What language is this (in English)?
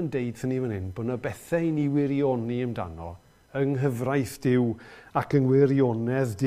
Welsh